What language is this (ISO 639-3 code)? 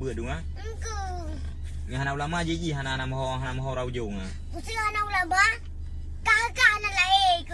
ace